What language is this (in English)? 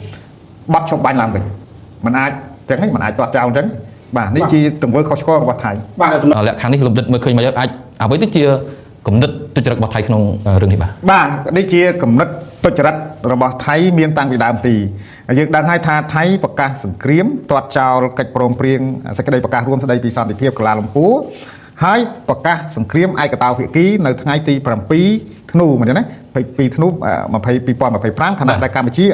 Khmer